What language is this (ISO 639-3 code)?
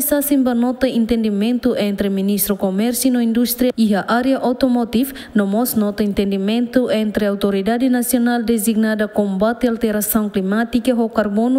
tet